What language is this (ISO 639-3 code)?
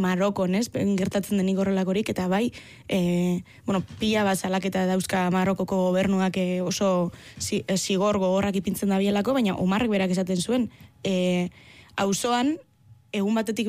eus